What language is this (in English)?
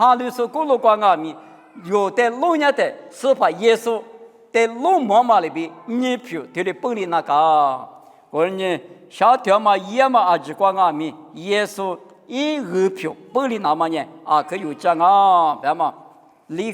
Lisu